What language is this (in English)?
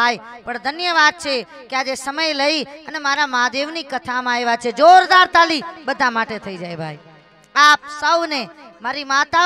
Gujarati